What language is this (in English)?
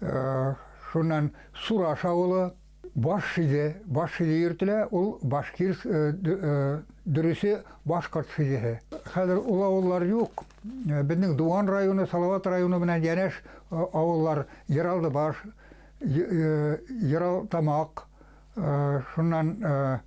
Bashkir